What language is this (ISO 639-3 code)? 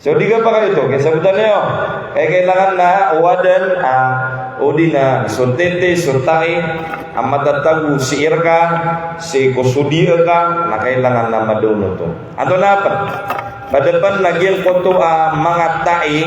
mrw